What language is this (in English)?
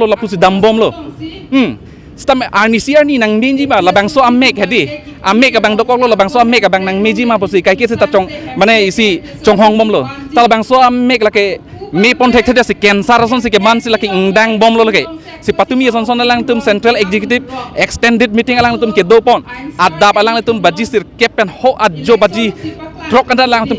Karbi